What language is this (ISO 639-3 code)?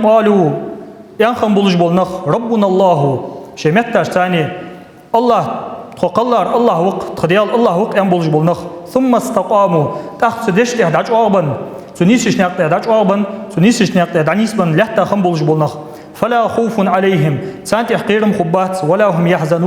inh